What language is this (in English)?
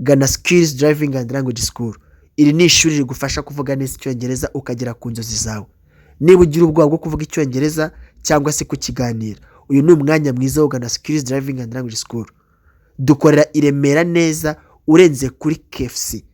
Kinyarwanda